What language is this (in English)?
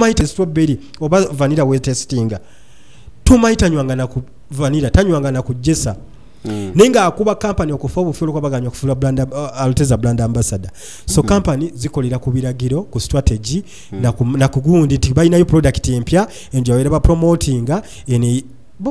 Ganda